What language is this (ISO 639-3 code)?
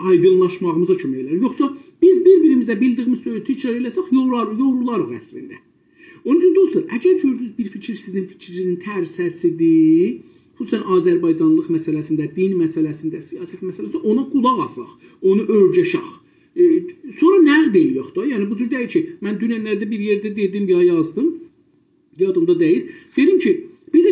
azb